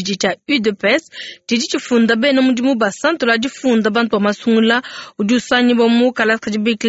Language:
Luba-Lulua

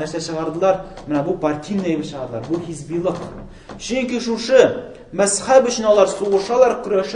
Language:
Tatar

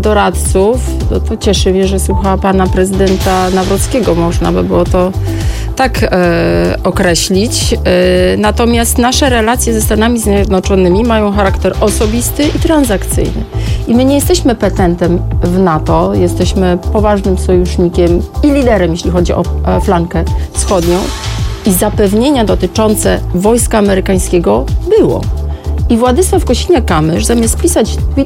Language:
Polish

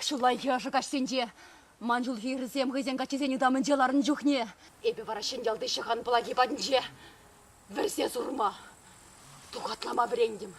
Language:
Chuvash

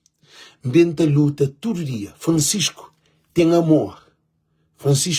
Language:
Kabuverdianu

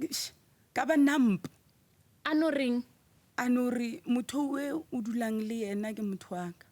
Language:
Northern Sotho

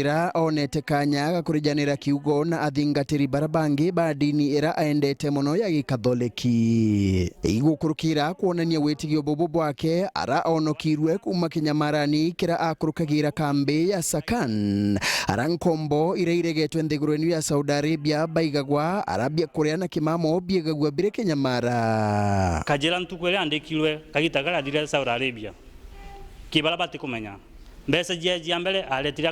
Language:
Meru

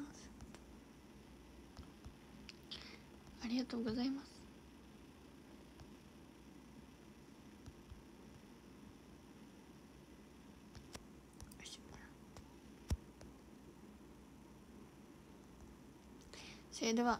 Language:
Japanese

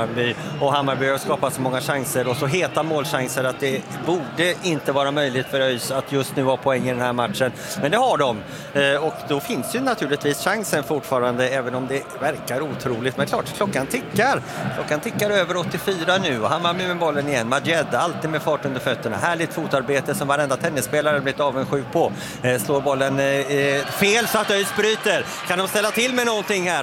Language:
Swedish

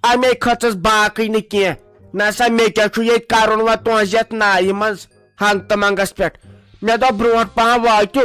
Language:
Kashmiri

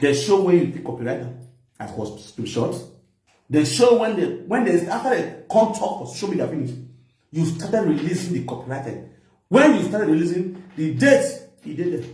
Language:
Nigerian Pidgin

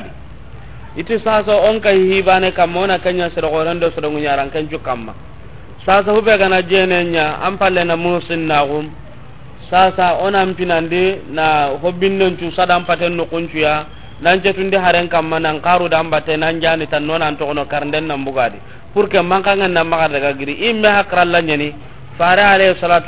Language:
Soninke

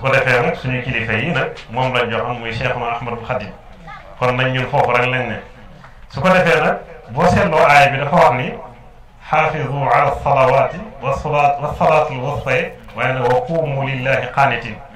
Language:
Wolof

